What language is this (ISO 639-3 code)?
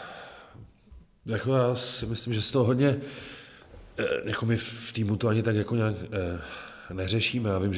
ces